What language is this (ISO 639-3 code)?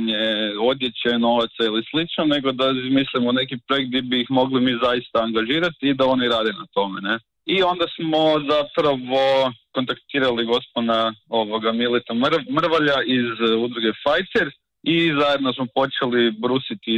hrv